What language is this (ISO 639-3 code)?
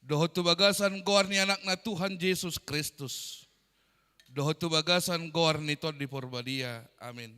bbc